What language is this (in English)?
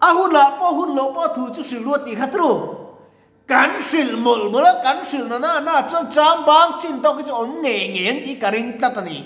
Mizo